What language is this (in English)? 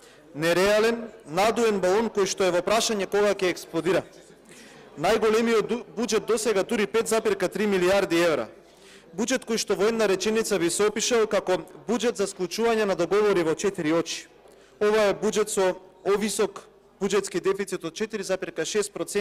Macedonian